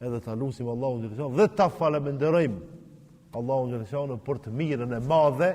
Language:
Albanian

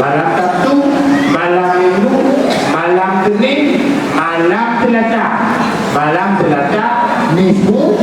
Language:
Achinese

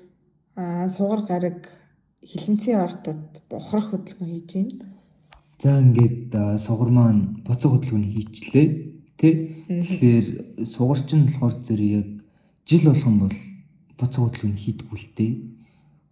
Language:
Mongolian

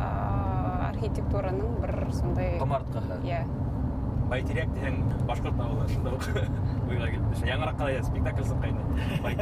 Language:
Bashkir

